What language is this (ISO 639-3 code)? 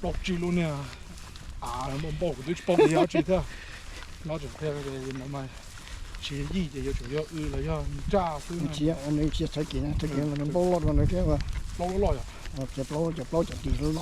hmn